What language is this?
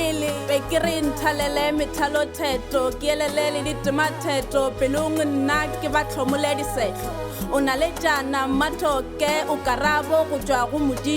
Northern Sotho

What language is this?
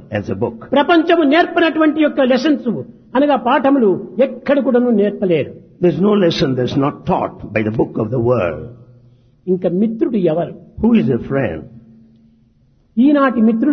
Telugu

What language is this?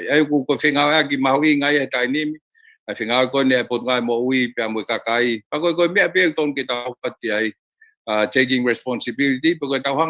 Tongan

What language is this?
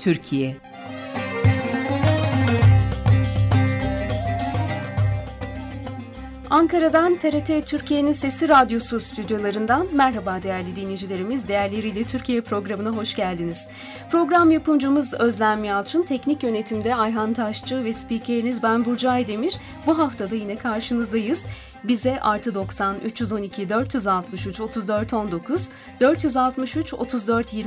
Turkish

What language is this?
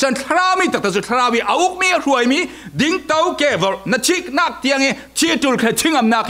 Falam Chin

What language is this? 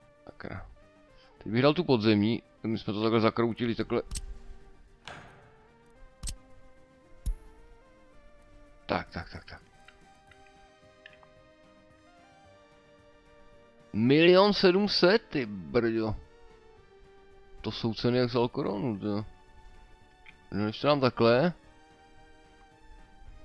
Czech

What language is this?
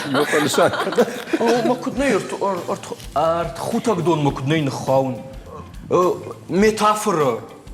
Ossetic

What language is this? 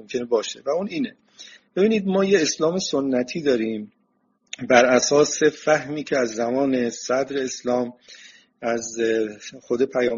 Persian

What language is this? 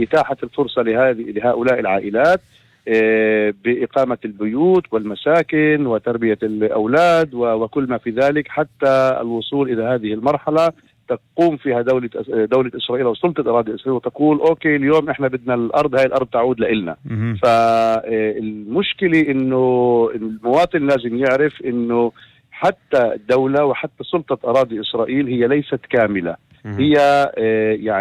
North Levantine Arabic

